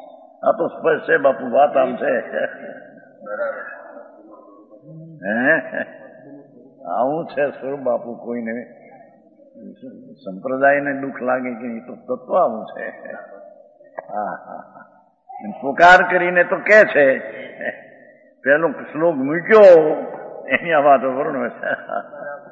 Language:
Gujarati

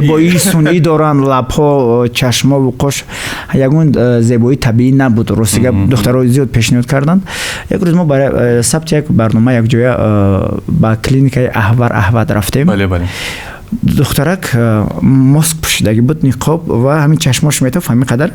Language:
Tajik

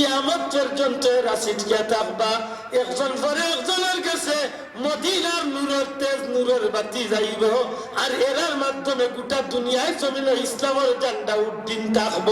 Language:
Sylheti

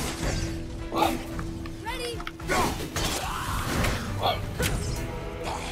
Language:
English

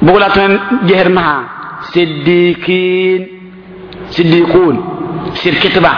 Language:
Mossi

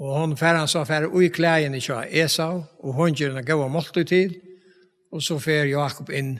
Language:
Faroese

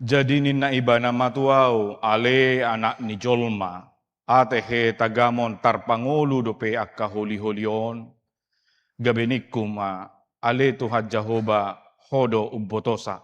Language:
Batak Toba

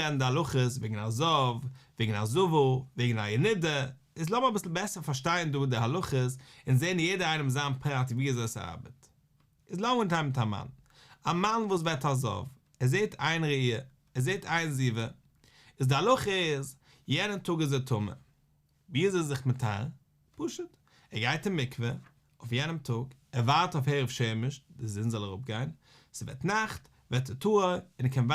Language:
Yiddish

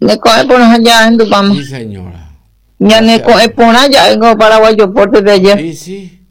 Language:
Guarani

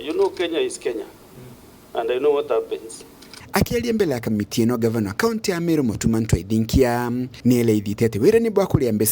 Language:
Meru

